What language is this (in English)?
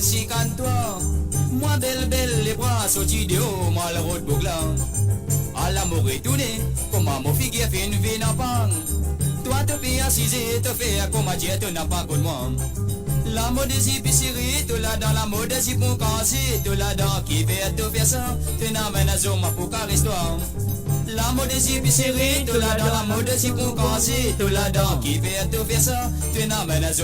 Morisyen